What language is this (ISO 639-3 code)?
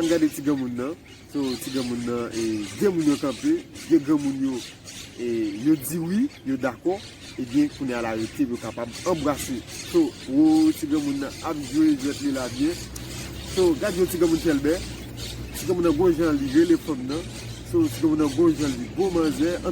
hat